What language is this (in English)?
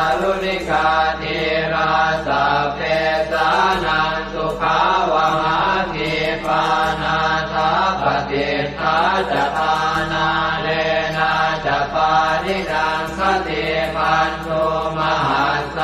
Pali